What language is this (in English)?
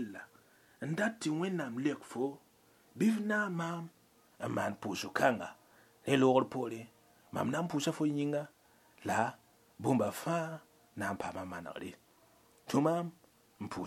Mossi